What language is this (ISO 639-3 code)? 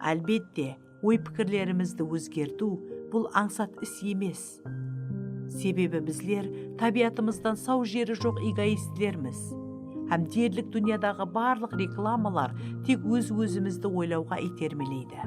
kaa